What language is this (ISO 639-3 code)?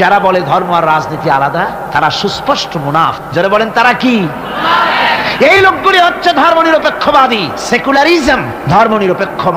ben